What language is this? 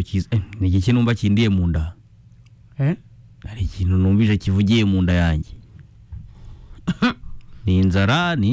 Kinyarwanda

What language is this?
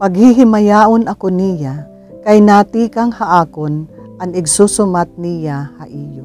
Waray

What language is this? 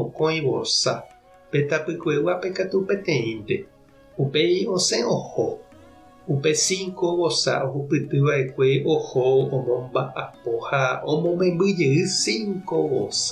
Guarani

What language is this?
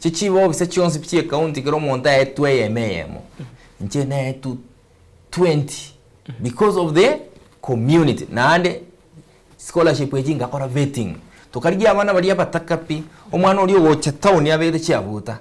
Gusii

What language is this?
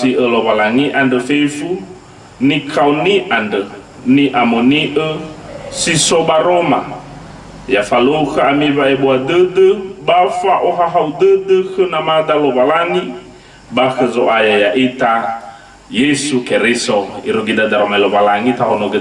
Nias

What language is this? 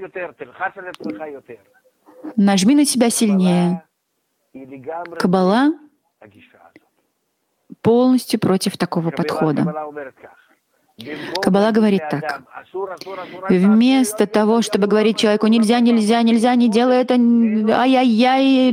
Russian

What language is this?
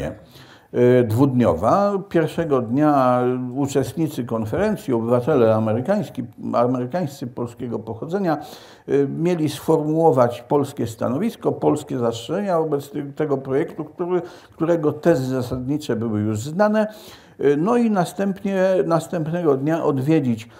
Polish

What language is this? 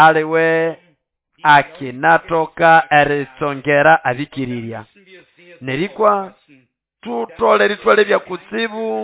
Nande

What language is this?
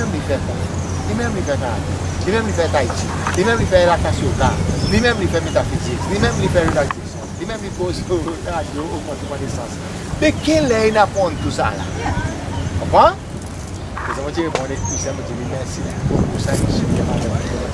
Seselwa Creole French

